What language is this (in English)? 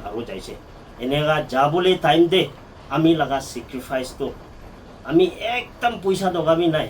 Naga Pidgin